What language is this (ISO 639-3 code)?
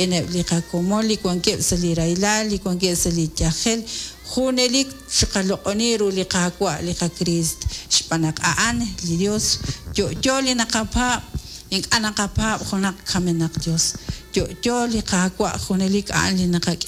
kek